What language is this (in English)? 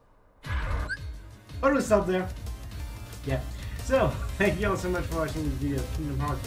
English